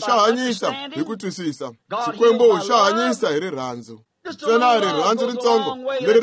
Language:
Tsonga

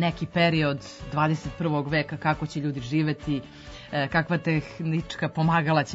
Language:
Serbian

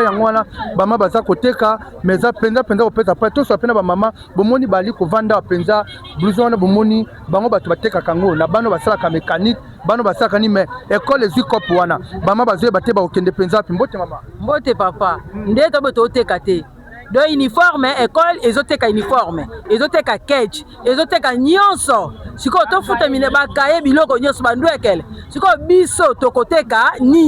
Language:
Lingala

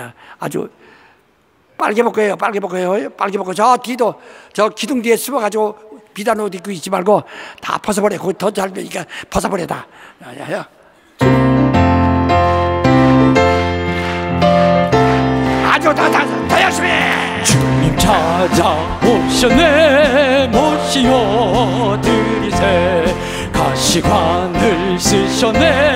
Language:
Korean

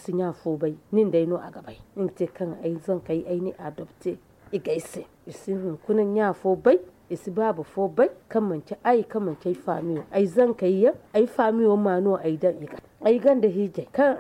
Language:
Zarma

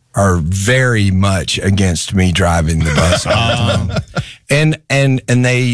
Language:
English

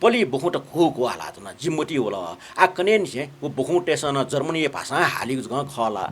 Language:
Newari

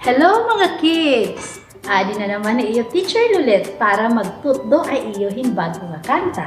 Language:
Waray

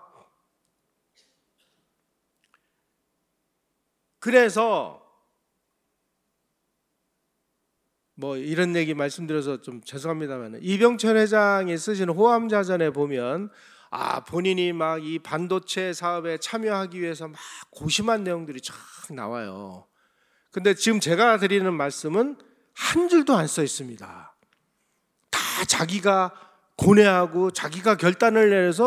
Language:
Korean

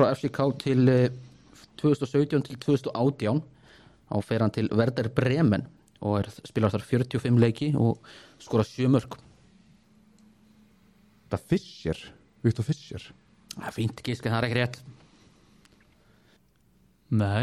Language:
Icelandic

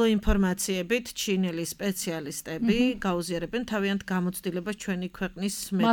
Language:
Georgian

